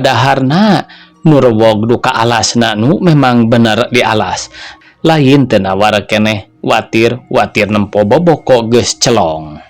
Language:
Sundanese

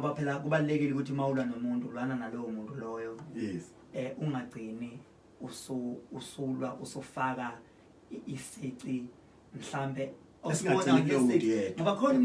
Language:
Zulu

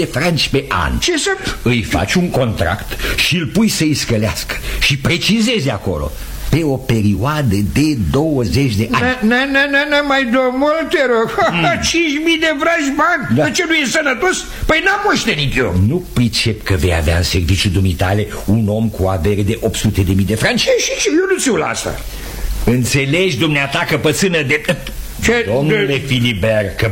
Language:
Romanian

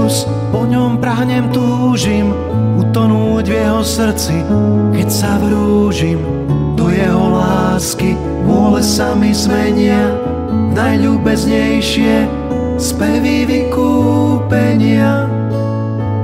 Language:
Slovak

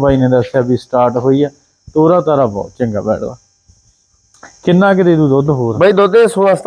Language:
Punjabi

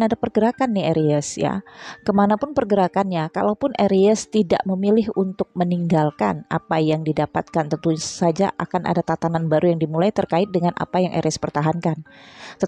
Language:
Indonesian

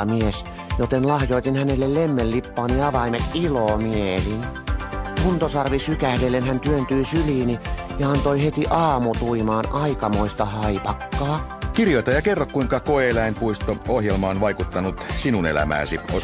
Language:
Finnish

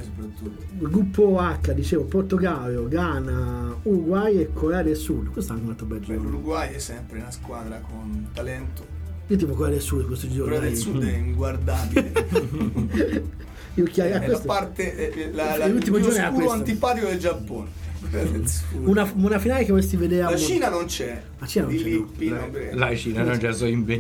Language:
Italian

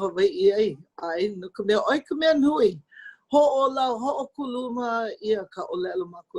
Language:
Hawaiian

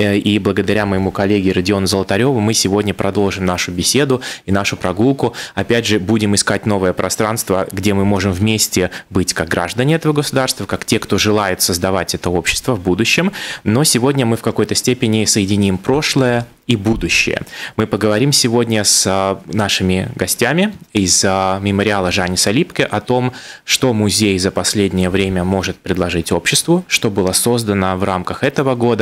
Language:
Russian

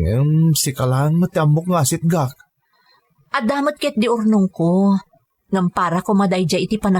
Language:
Iloko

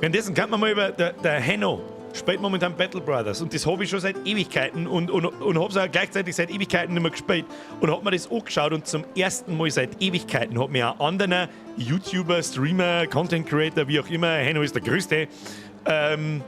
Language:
Bavarian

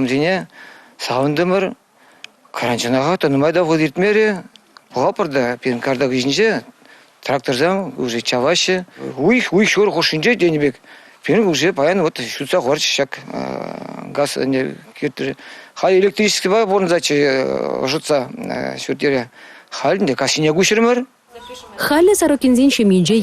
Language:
Chuvash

